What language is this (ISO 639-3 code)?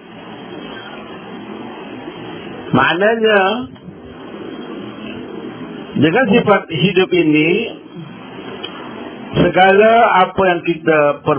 msa